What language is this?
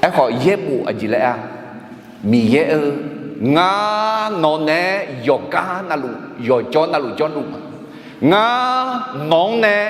Akha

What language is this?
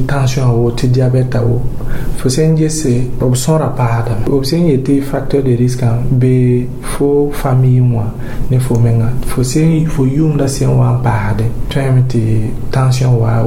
Mossi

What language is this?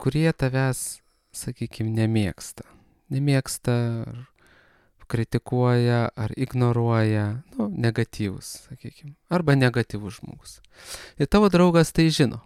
Lithuanian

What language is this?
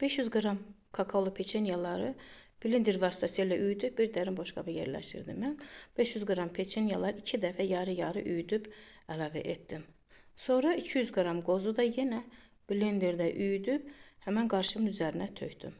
Azerbaijani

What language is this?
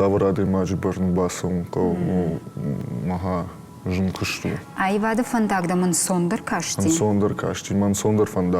Ossetic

